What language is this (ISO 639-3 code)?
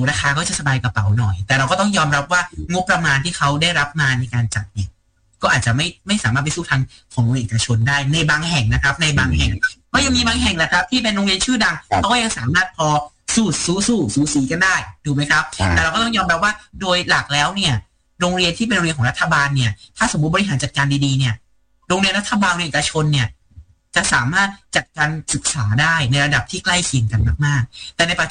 tha